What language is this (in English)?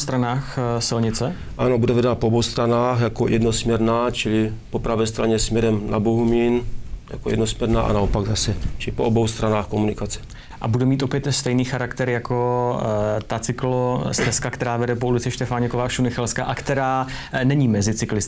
Czech